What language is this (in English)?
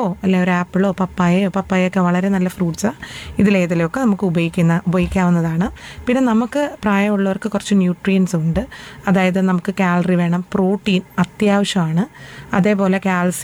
Malayalam